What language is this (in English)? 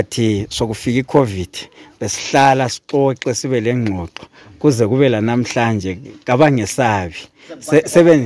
North Ndebele